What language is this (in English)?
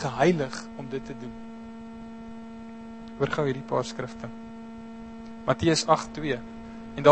Afrikaans